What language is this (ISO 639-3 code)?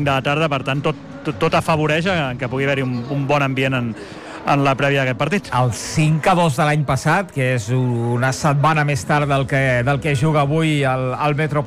cat